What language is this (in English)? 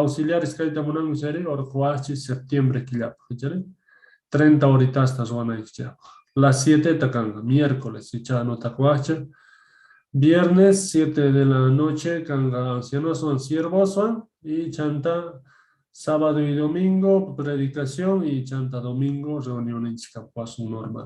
Quechua